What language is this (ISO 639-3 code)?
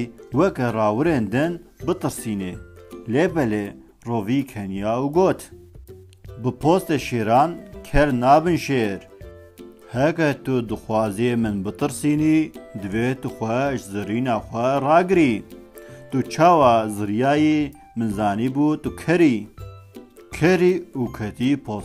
kur